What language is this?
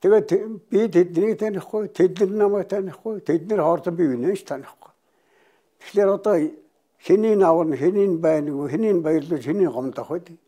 Mongolian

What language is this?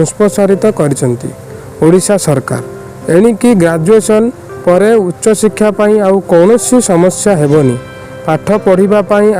Odia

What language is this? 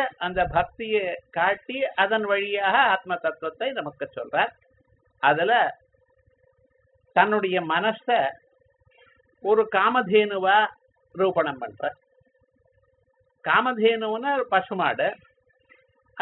Tamil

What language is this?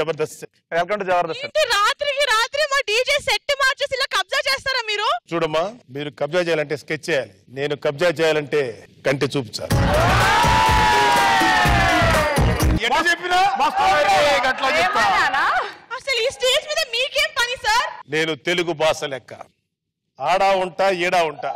Telugu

